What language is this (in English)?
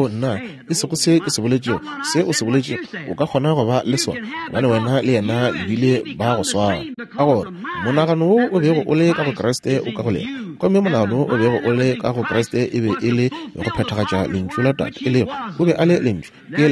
Northern Sotho